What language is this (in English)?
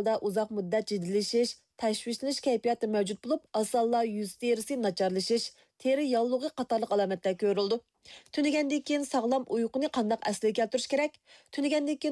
Uyghur